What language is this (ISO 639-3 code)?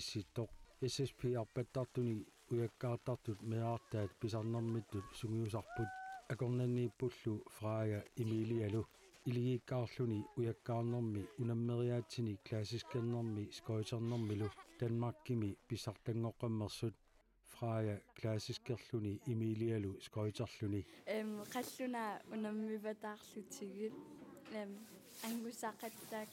kal